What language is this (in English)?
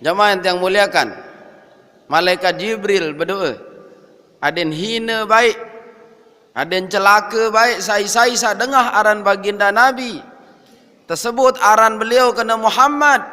Sasak